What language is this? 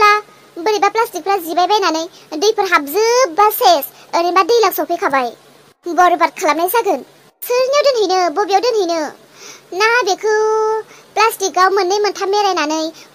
Bodo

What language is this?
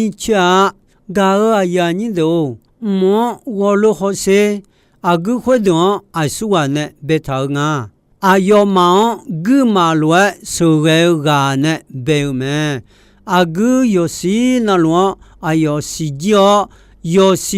Akha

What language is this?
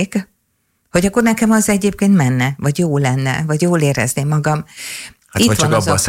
Hungarian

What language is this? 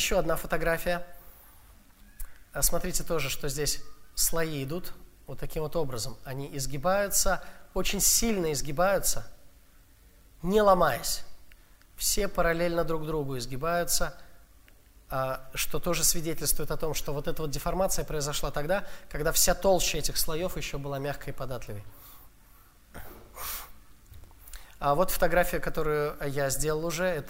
Russian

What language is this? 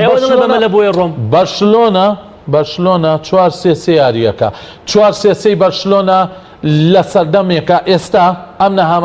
Central Kurdish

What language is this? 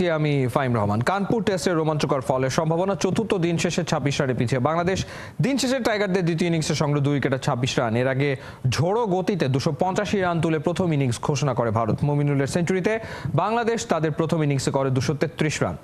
Bangla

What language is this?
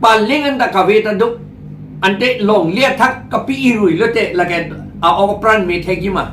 Karbi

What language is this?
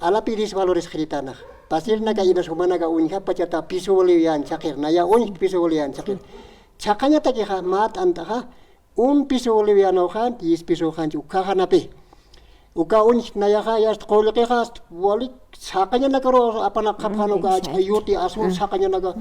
Aymara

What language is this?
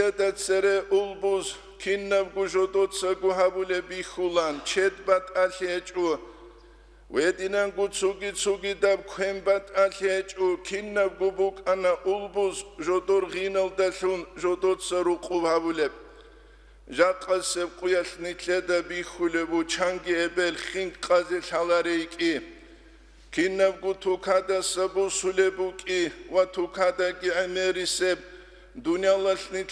Avaric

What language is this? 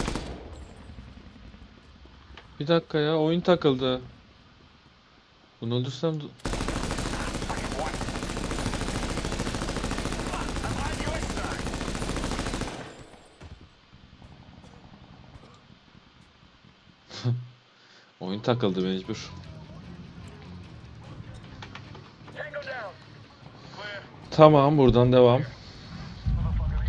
Turkish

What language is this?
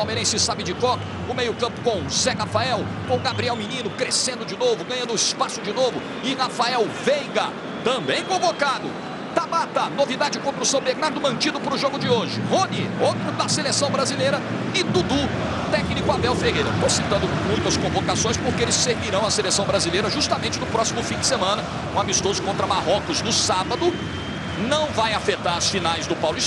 Portuguese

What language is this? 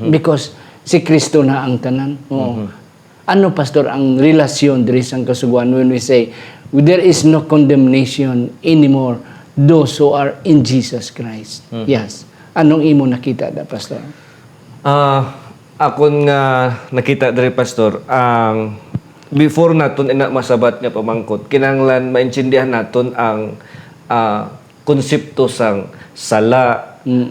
Hiligaynon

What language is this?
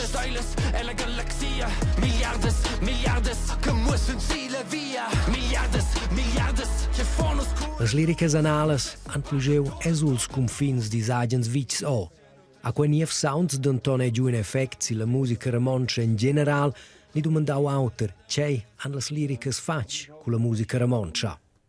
Romansh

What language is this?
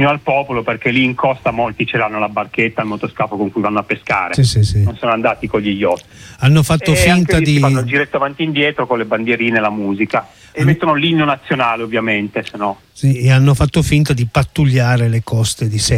Italian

